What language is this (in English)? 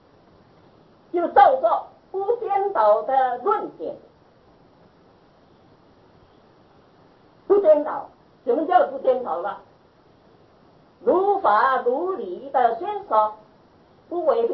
Chinese